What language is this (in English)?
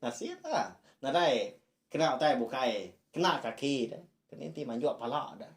Iban